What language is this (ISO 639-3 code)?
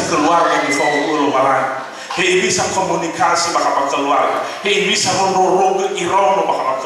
nia